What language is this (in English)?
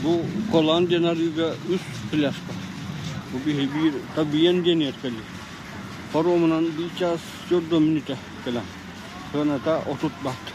Yakut